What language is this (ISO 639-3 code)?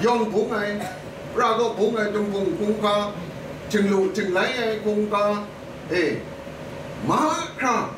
kac